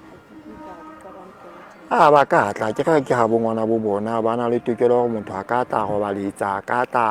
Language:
Southern Sotho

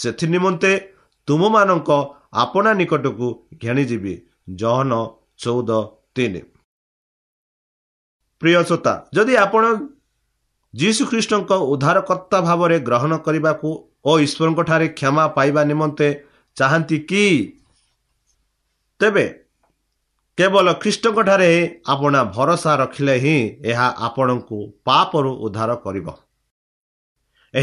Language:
Odia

